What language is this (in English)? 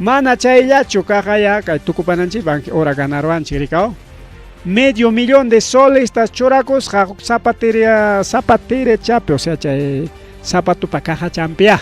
Ayacucho Quechua